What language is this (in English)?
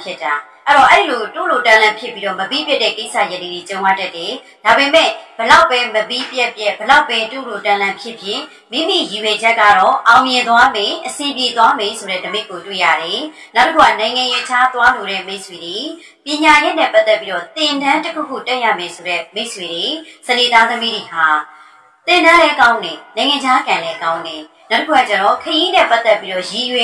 Burmese